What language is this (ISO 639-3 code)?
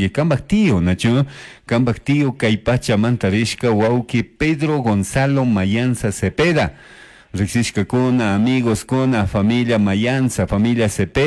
qug